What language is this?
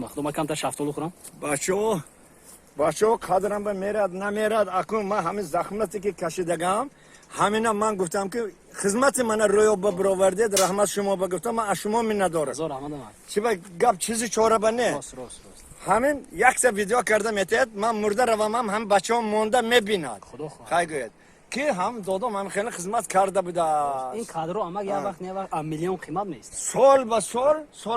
Tajik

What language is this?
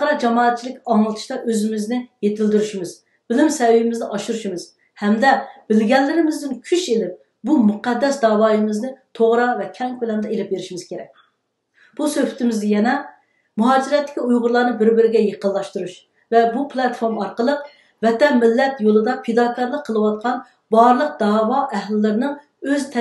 Uyghur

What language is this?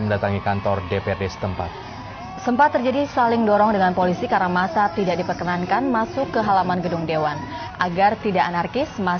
Indonesian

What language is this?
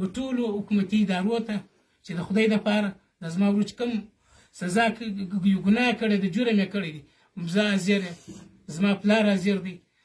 Pashto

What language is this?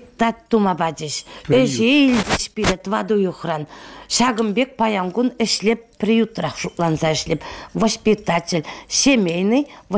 Chuvash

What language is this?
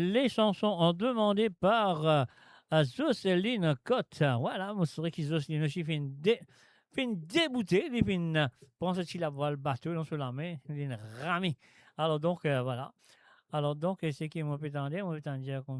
Morisyen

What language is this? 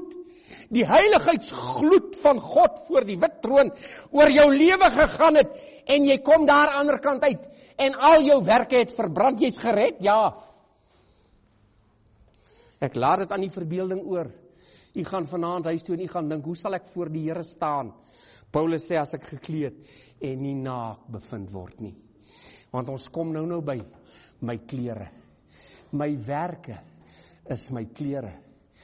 Afrikaans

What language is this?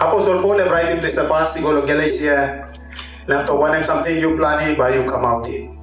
Tok Pisin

